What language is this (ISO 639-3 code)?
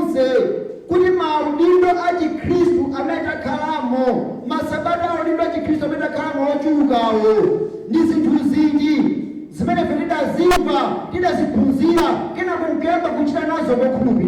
nya